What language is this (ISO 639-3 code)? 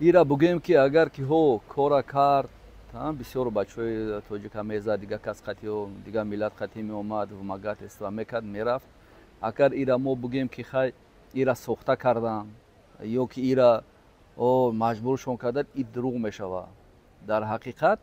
tgk